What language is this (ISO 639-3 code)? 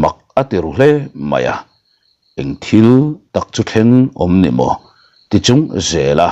lus